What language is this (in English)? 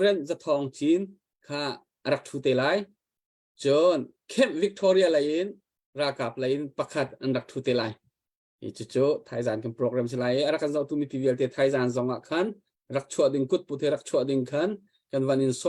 Hakha Chin